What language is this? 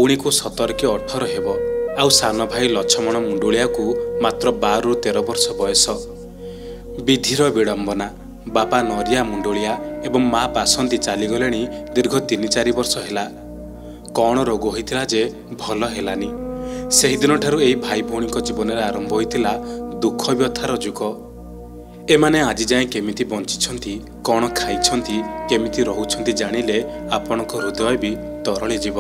Odia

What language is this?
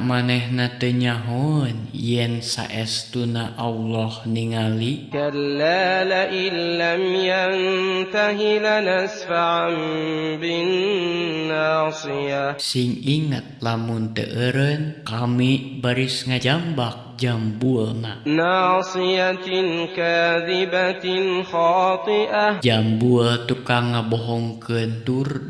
Sundanese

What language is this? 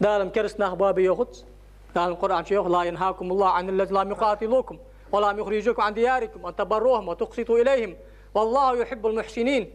Ingush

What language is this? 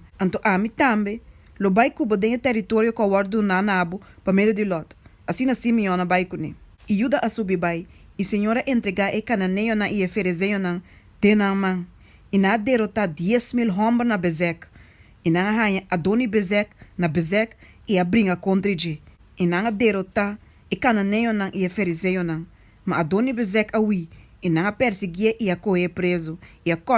Papiamento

